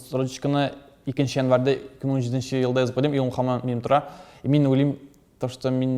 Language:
Tatar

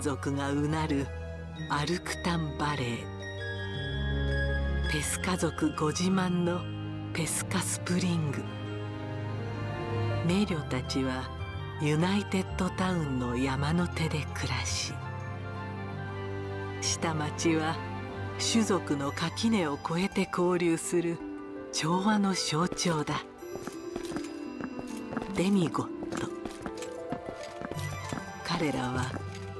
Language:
Japanese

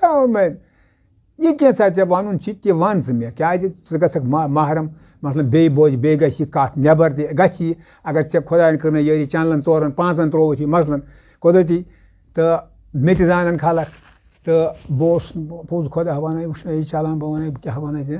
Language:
Kashmiri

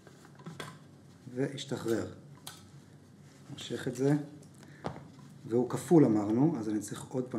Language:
Hebrew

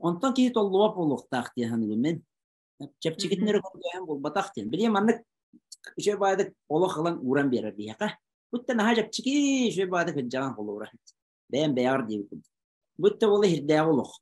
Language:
Yakut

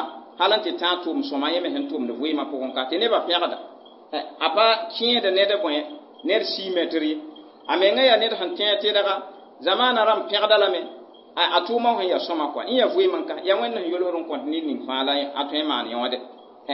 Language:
Mossi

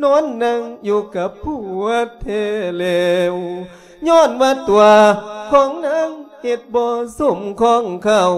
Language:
Lao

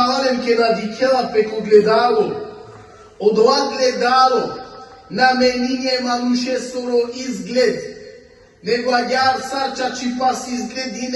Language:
Balkan Romani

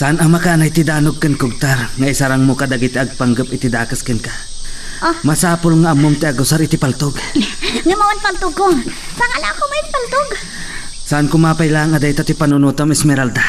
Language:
Iloko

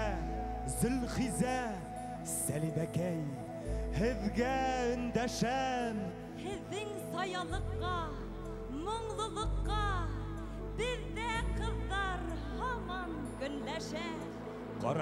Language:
Bashkir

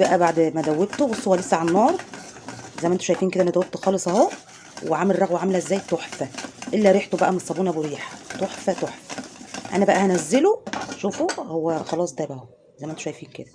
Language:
Egyptian Arabic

